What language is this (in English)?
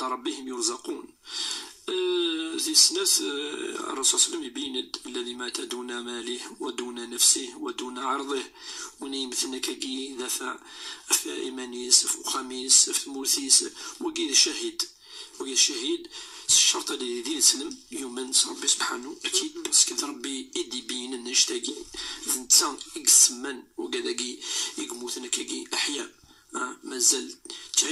Kabyle